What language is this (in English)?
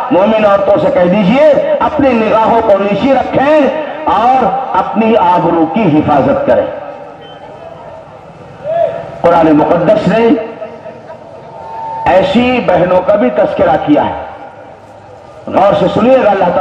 Urdu